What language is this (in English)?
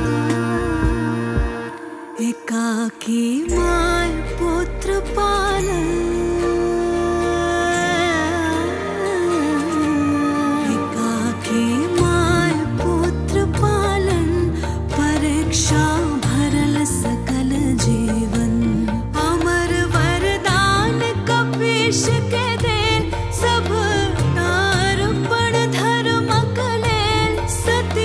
Maithili